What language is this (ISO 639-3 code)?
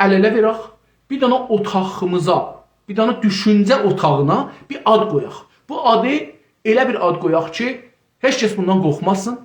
azb